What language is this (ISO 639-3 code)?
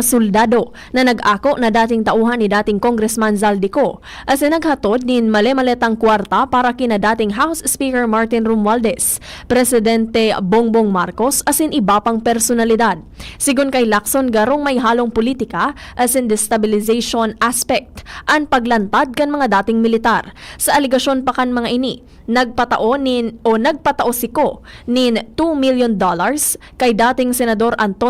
bik